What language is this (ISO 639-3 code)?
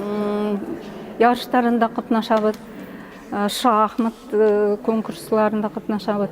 bak